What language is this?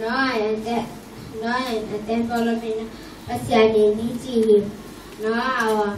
Tedim Chin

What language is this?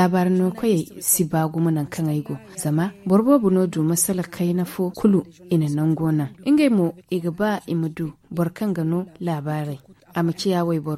Zarma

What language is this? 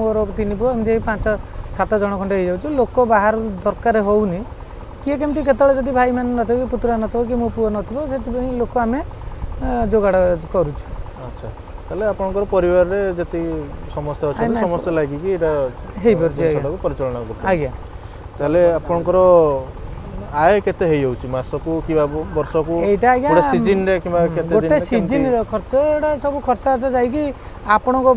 Odia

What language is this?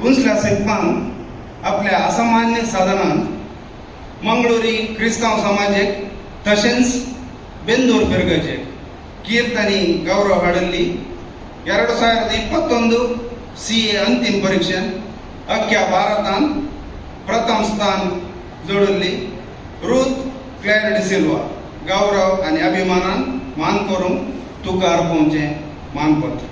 Konkani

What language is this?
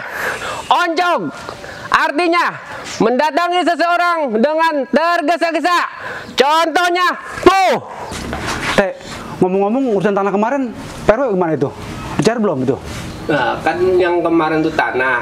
Betawi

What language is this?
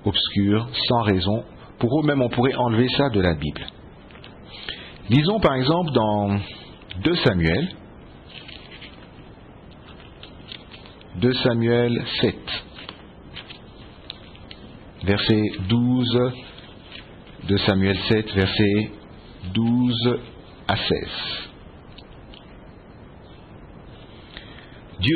French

